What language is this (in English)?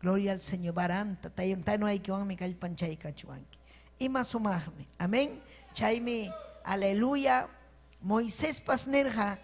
Ayacucho Quechua